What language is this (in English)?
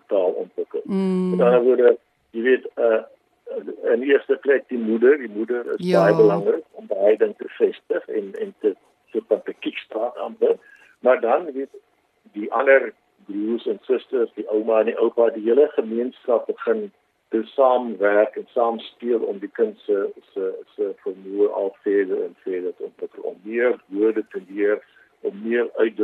Afrikaans